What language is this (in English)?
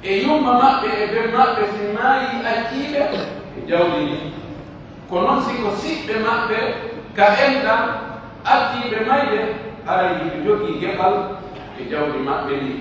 Pular